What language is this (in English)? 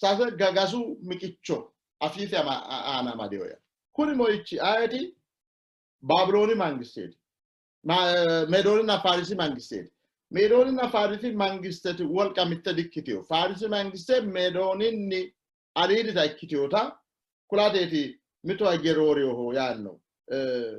Sidamo